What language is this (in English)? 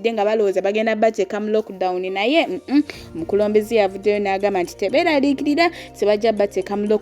Ganda